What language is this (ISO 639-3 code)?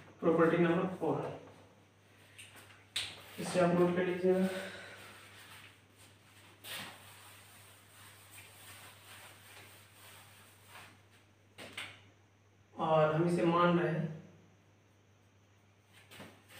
hin